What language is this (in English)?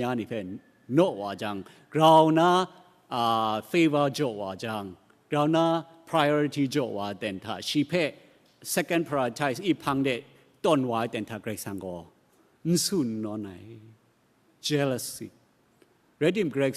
Kachin